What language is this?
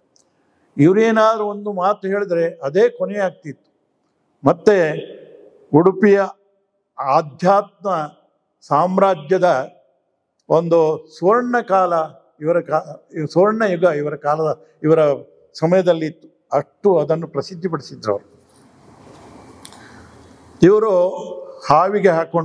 Kannada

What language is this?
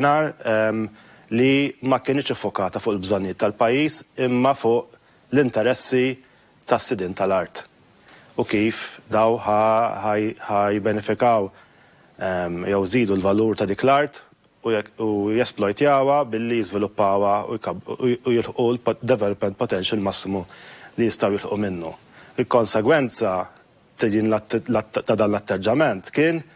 Maltese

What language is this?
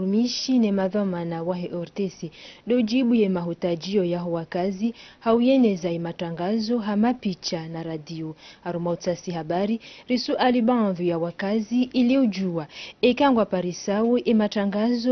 Ngazidja Comorian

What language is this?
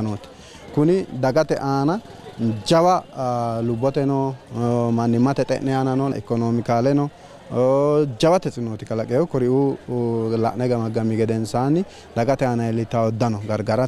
Sidamo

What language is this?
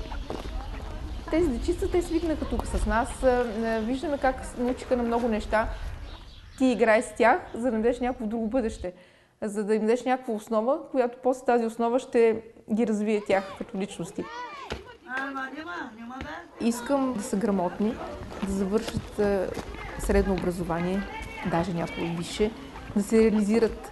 Bulgarian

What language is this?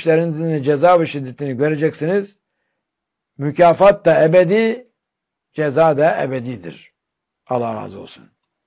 Turkish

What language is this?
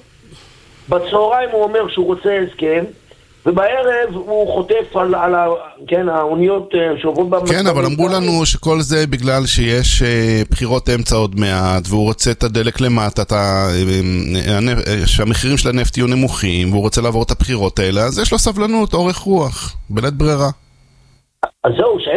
Hebrew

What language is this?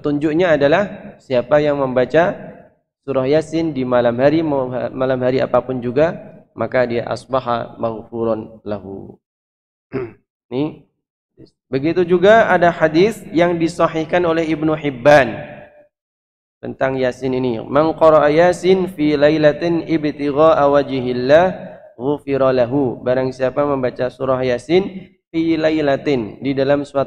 Indonesian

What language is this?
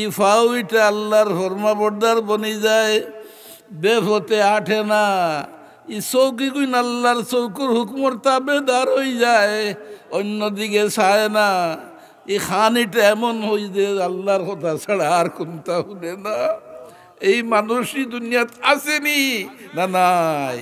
Sylheti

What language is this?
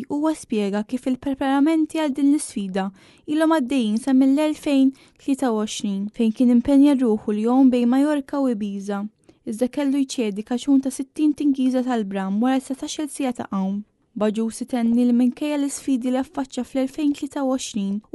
Maltese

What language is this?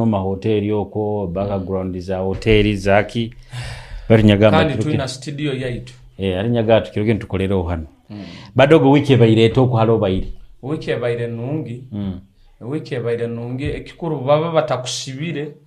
Nyoro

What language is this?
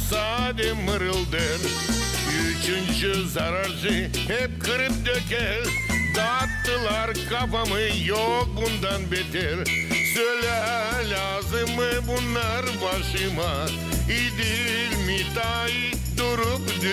Gagauz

